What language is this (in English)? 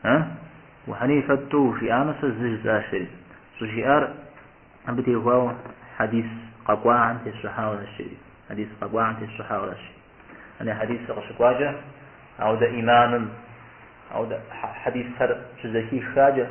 Kabardian